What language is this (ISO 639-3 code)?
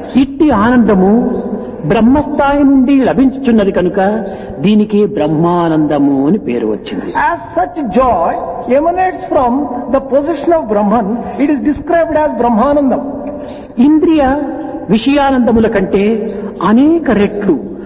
tel